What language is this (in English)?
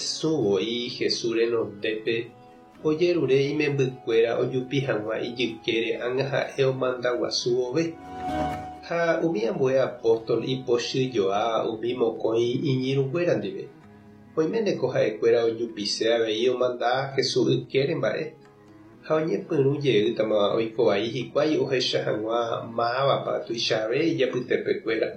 Guarani